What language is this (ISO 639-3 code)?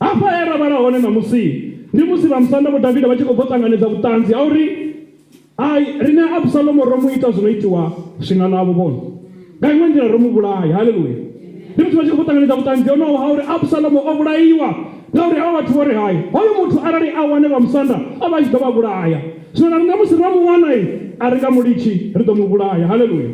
ven